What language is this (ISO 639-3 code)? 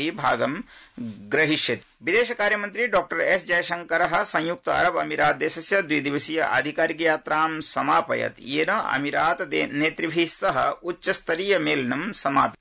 san